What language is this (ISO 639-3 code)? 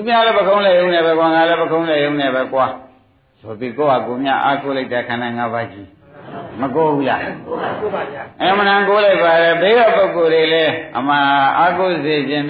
mya